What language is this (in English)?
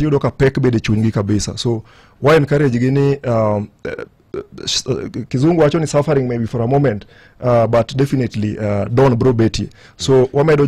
Luo (Kenya and Tanzania)